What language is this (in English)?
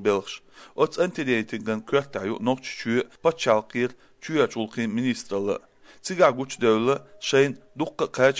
Chechen